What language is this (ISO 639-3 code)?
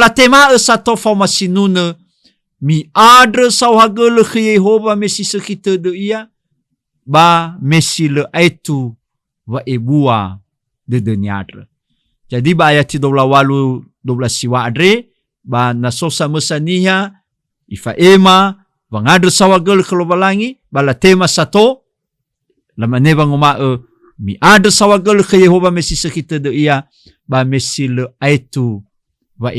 nia